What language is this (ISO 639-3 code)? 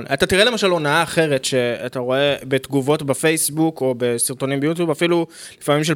heb